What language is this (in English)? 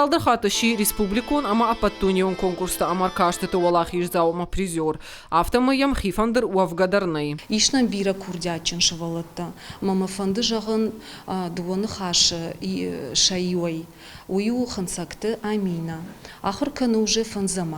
Ossetic